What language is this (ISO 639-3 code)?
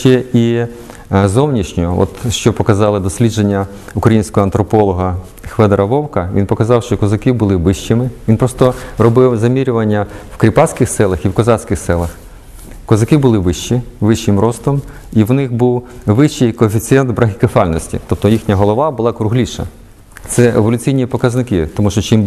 ukr